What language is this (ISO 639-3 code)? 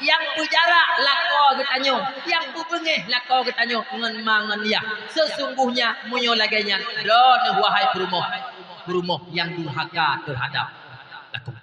ace